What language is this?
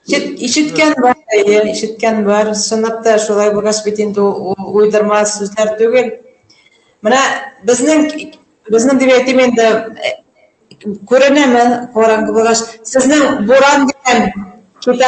Bashkir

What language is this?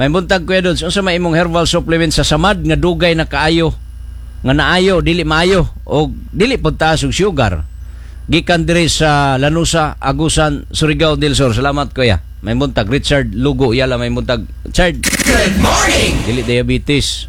Cebuano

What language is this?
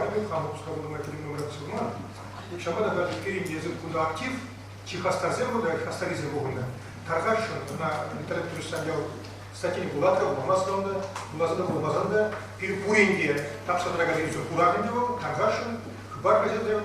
Chuvash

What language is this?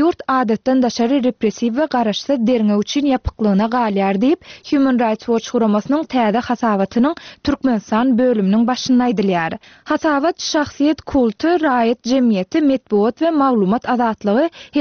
Turkmen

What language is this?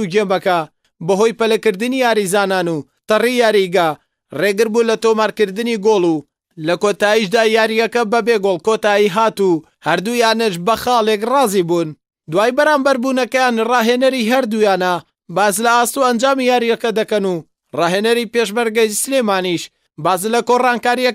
Central Kurdish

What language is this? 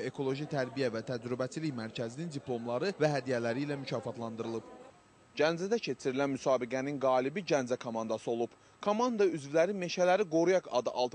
Azerbaijani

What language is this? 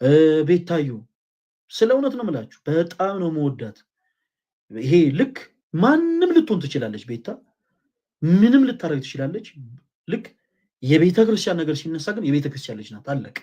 Amharic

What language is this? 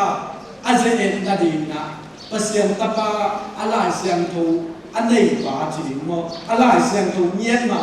Tedim Chin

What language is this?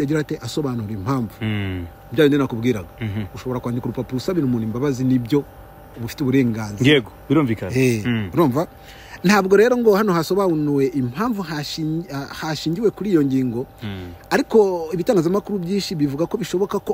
Kinyarwanda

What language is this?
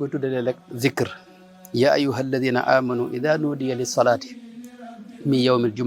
Wolof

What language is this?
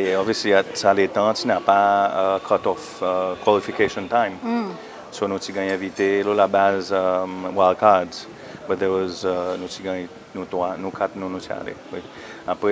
Seselwa Creole French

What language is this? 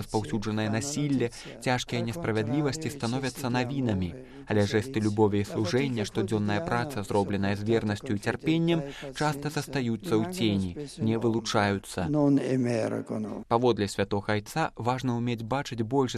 Belarusian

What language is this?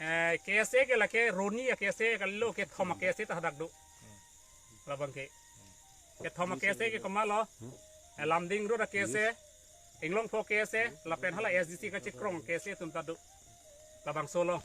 Karbi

